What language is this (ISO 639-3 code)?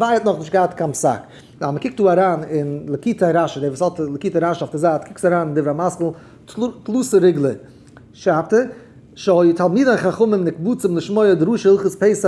yid